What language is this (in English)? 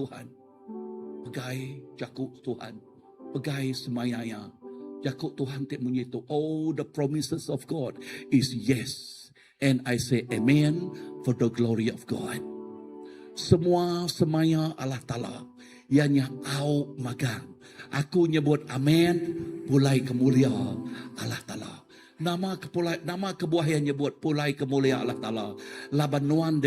Iban